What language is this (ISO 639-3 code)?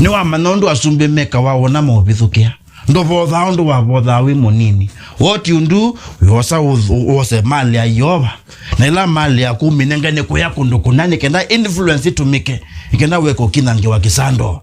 kam